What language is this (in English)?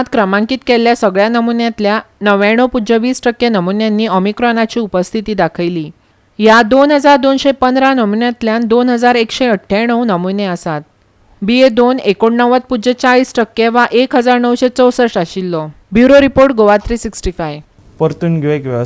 Konkani